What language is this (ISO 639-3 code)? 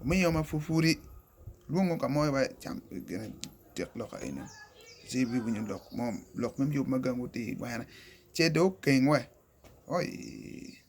ach